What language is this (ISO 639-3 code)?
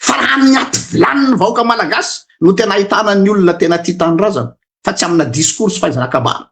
mlg